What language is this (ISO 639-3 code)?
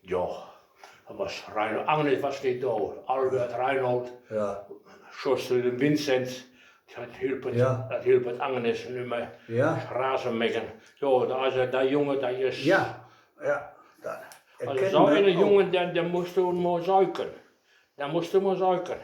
wep